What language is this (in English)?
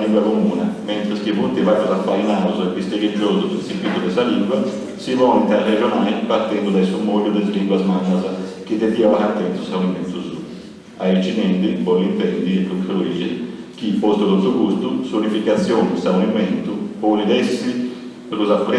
Sardinian